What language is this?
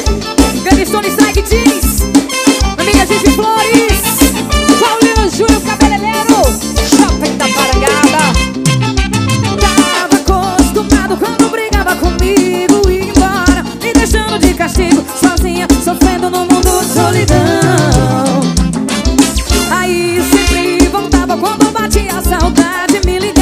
Portuguese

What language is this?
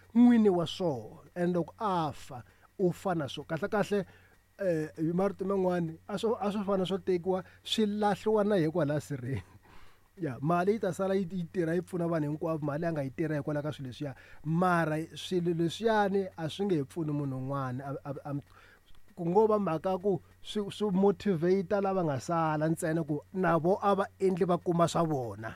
Tsonga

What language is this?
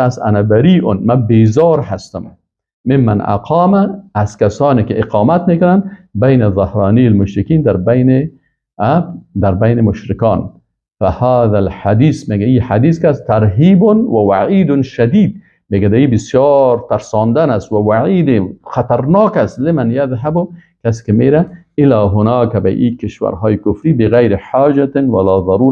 Persian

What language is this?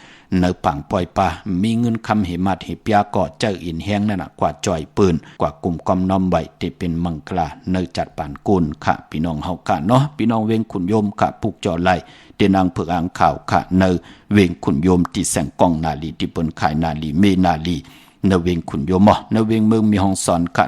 Shan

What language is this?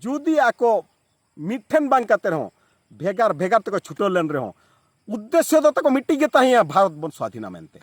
Santali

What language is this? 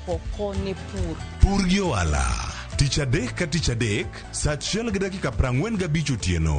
Luo (Kenya and Tanzania)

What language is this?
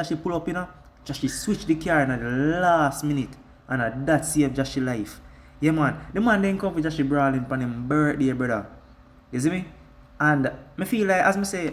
Jamaican Creole English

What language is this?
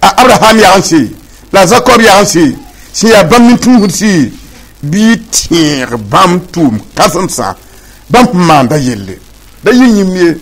Mossi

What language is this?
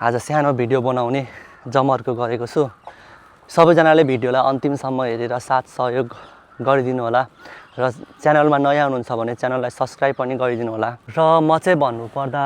Nepali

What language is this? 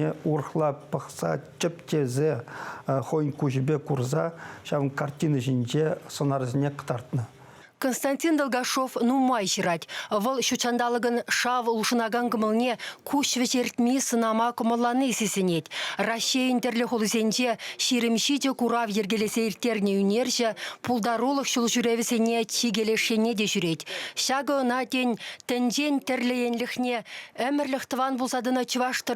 Chuvash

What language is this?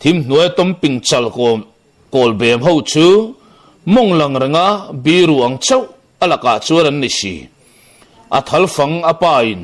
Mizo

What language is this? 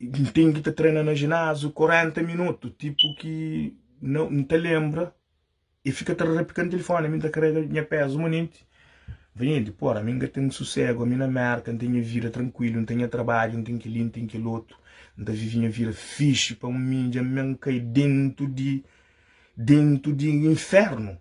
Kabuverdianu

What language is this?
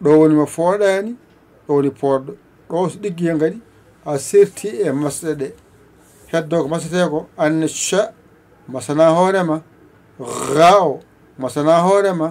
Fula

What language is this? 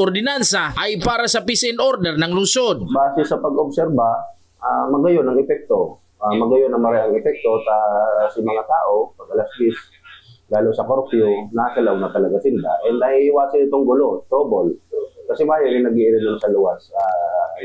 Bikol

